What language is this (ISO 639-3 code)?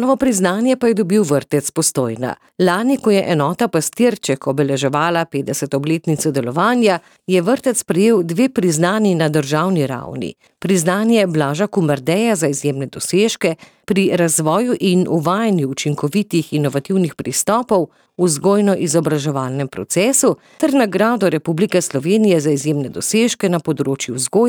slv